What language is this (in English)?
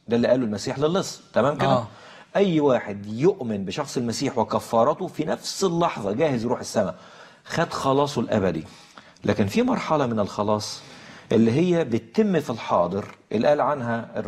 Egyptian Arabic